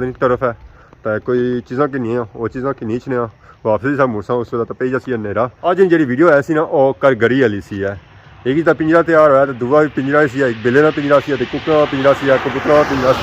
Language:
Pahari-Potwari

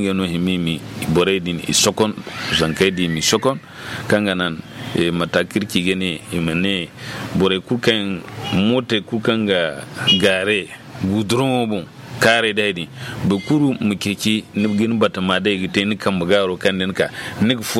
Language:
Zarma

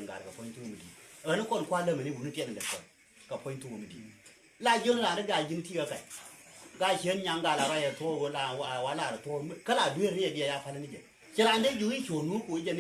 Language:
Nuer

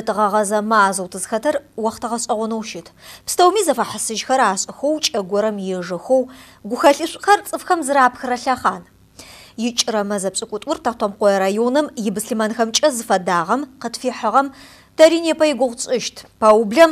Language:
Adyghe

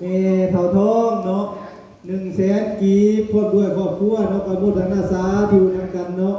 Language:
Northeastern Thai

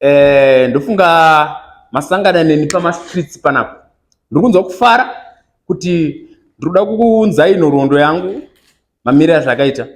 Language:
Shona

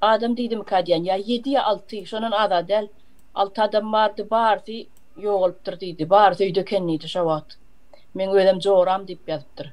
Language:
Turkmen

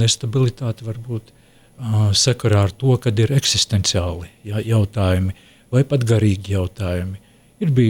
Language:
Latvian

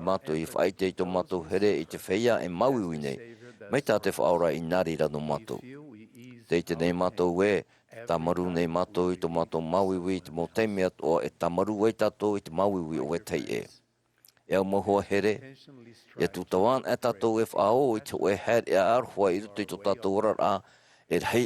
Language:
Tahitian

